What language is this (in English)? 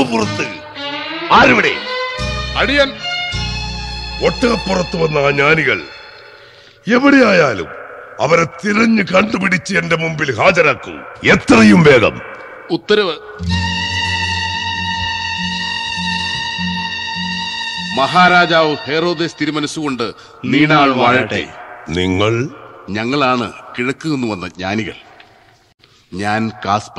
Malayalam